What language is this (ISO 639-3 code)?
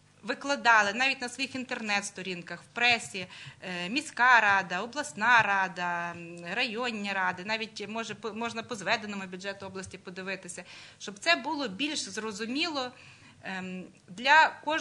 ukr